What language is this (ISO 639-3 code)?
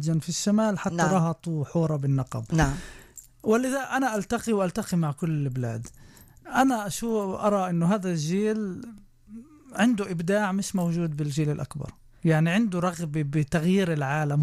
apc